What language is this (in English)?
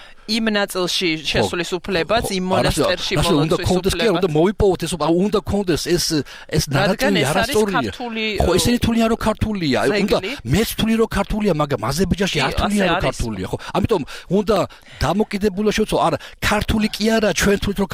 Georgian